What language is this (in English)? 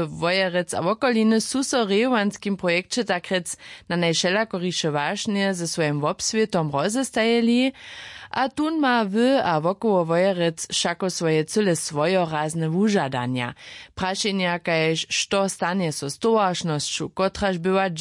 Upper Sorbian